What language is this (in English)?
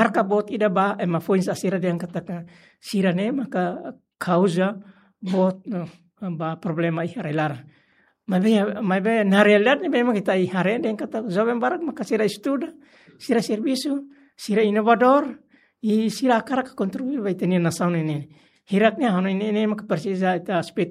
Tetum